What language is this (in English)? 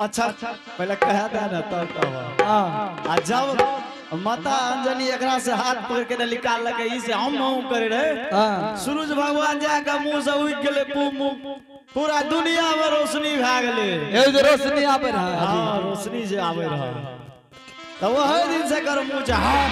Angika